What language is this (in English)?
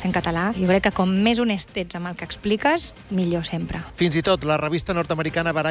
Catalan